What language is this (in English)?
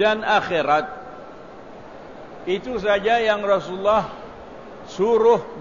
Malay